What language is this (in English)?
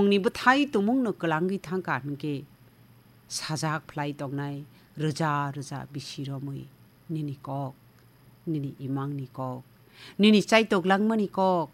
Kok Borok